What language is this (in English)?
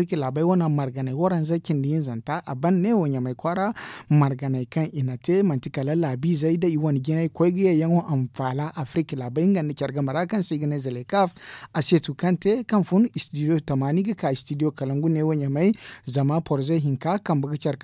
Zarma